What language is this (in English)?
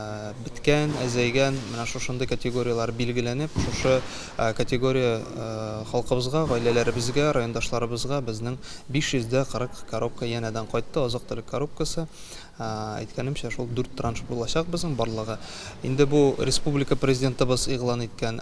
Tatar